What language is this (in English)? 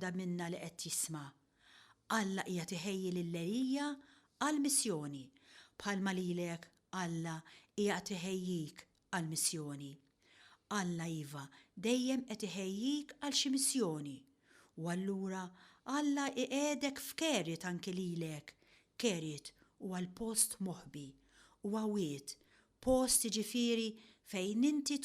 Maltese